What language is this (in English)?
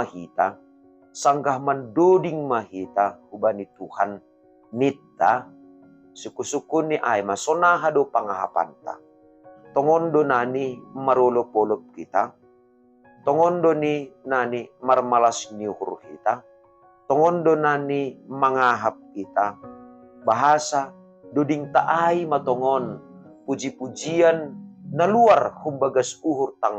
Batak Simalungun